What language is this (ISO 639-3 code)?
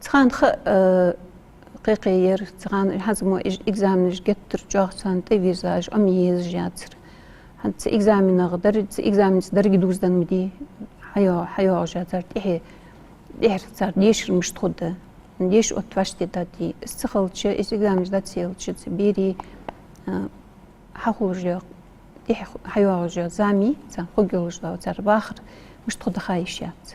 inh